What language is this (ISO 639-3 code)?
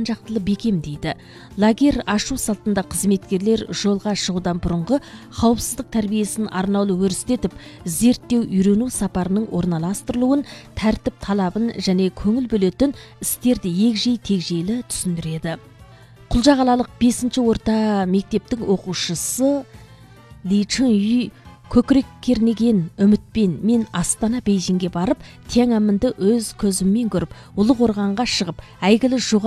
kaz